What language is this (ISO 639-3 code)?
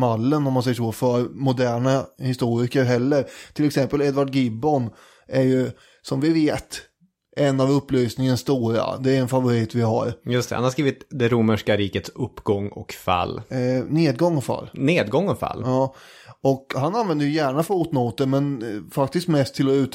swe